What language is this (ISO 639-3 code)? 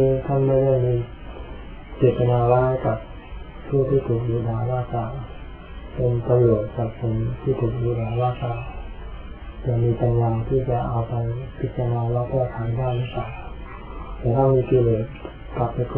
tha